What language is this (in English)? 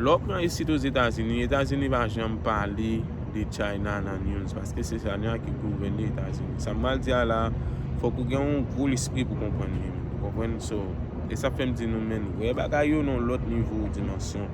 Haitian Creole